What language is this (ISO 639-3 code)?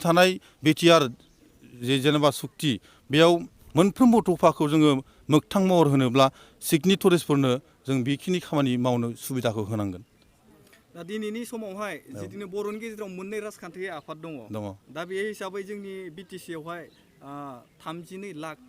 brx